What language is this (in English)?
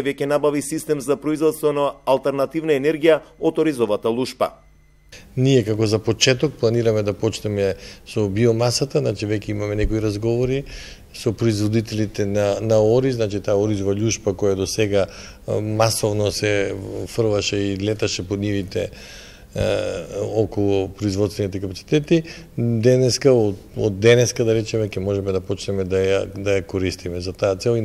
Macedonian